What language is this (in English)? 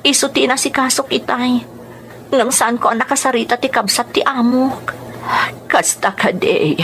Iloko